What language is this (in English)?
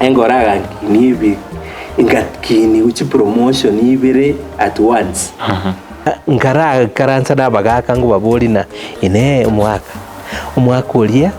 Gusii